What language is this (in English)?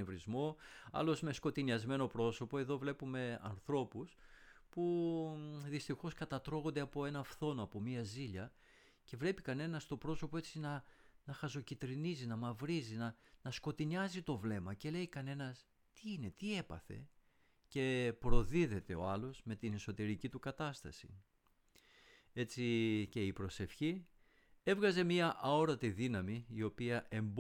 Greek